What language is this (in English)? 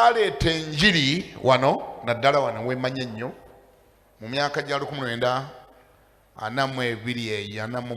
Ganda